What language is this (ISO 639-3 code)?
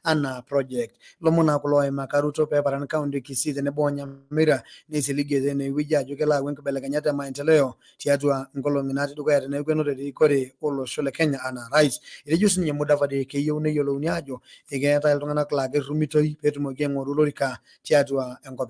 mas